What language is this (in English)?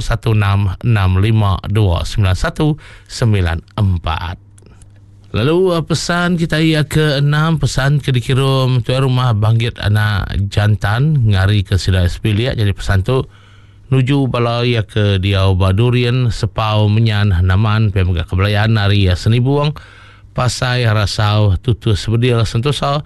Iban